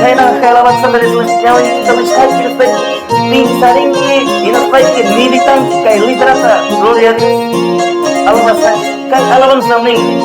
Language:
Quechua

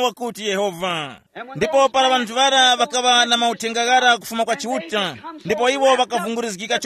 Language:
Tumbuka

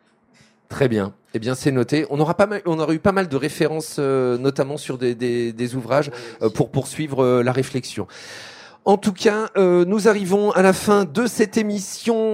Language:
French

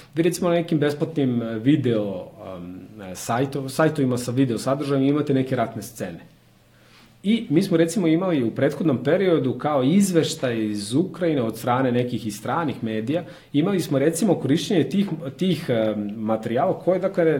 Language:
Serbian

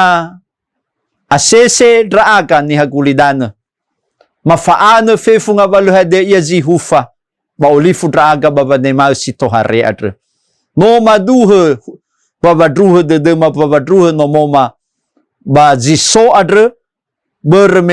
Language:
Nias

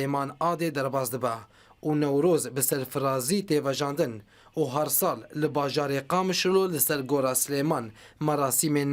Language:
Kurdish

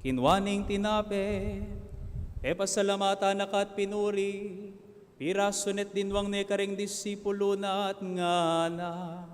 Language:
Pampanga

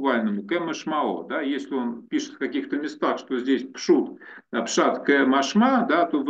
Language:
Russian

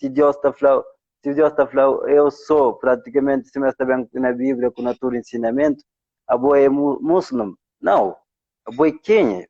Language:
Kabuverdianu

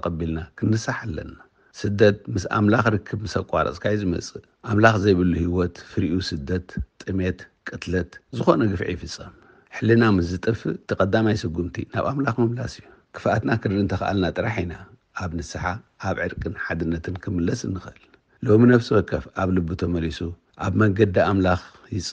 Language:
Tigrinya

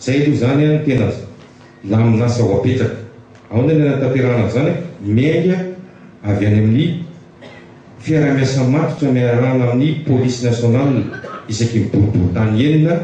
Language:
Malagasy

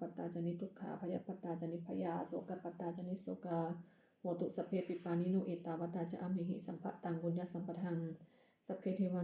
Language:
Pali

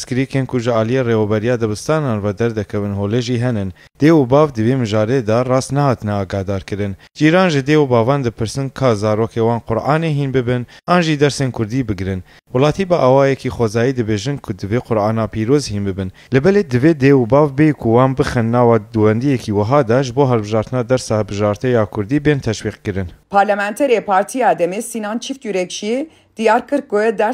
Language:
Kurdish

